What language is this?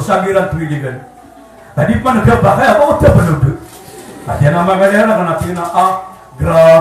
Maranao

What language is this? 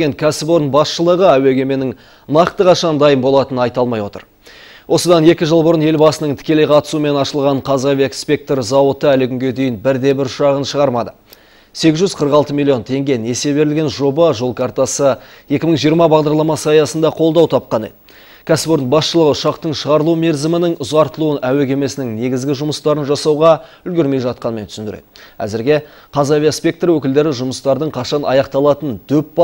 Kazakh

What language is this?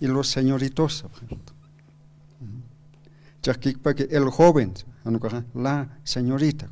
Aymara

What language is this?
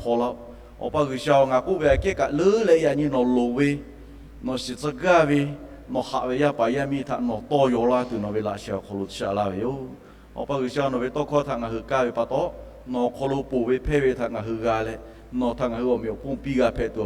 Lahu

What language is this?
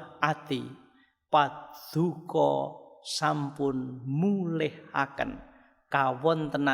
Javanese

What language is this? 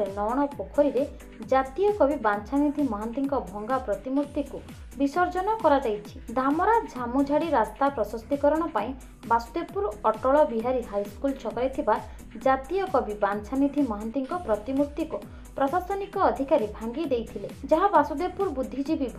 Odia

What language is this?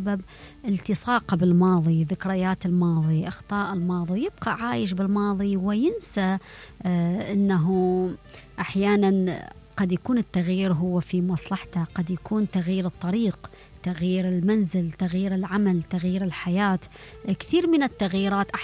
Mesopotamian Arabic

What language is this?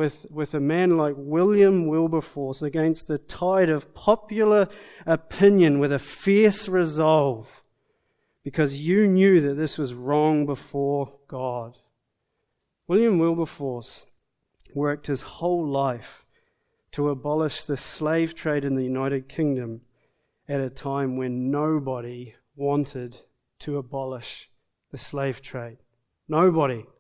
English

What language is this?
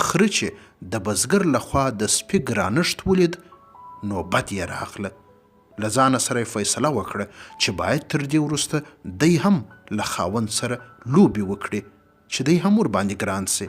Pashto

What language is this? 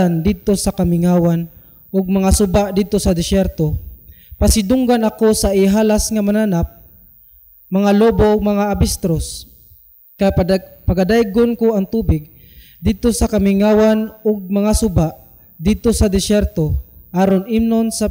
Cebuano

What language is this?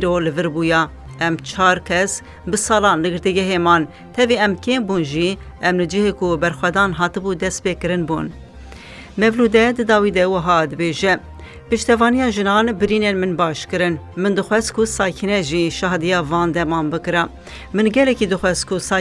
Kurdish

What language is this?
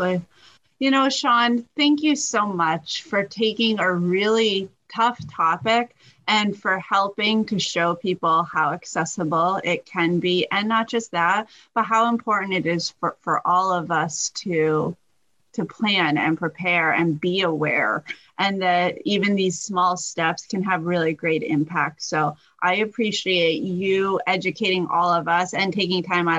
English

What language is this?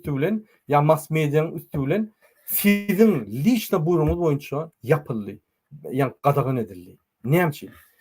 Turkmen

